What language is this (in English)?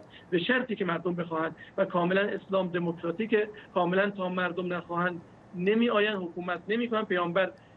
Persian